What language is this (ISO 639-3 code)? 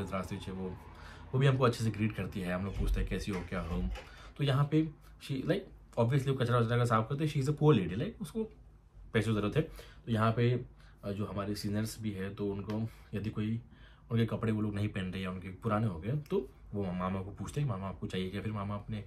hin